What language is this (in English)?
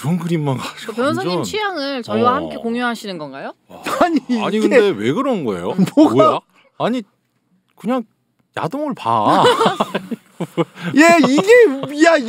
Korean